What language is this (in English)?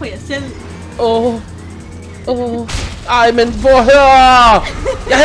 Danish